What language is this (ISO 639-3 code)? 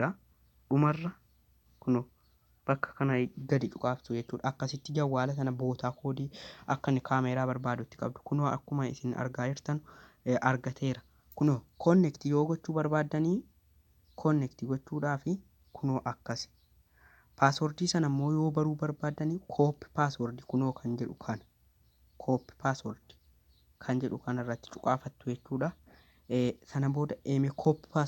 orm